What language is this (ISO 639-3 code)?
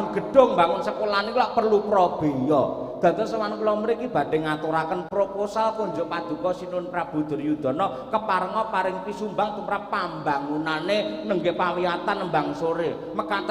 jav